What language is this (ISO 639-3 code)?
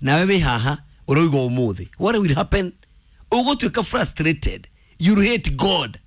kik